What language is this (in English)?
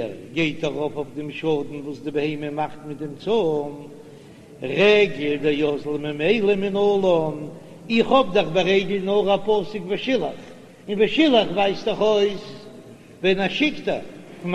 Yiddish